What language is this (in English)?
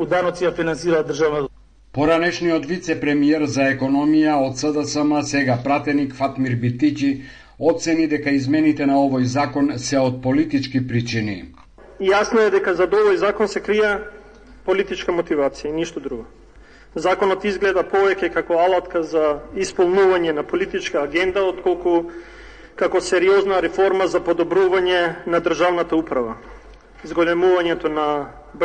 Macedonian